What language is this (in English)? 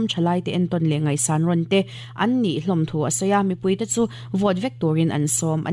Mizo